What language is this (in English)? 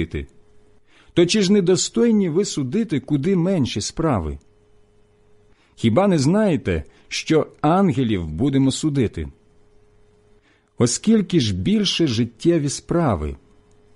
Ukrainian